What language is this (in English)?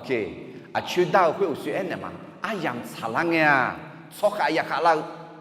Akha